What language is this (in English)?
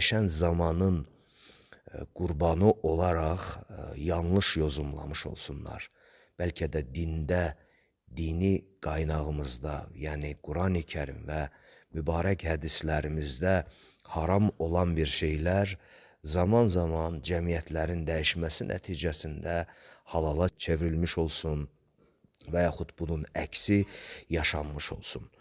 Azerbaijani